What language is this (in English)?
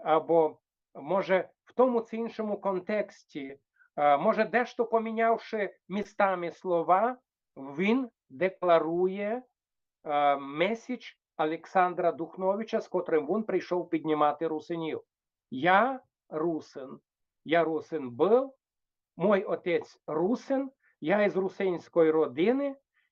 Rusyn